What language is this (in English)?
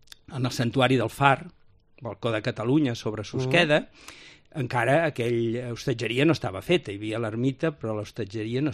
Catalan